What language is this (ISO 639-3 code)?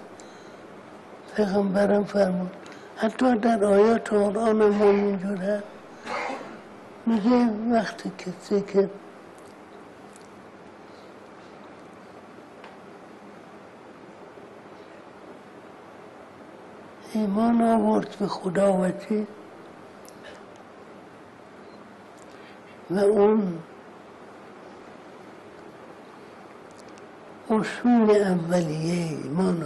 fas